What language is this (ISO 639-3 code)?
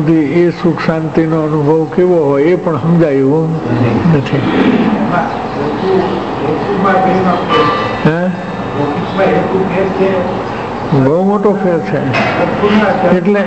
guj